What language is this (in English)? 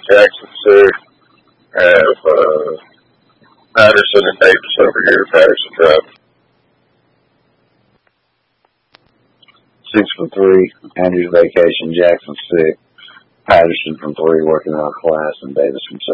English